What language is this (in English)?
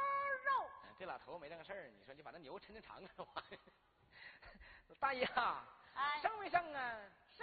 Chinese